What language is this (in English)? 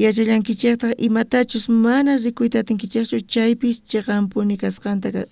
South Bolivian Quechua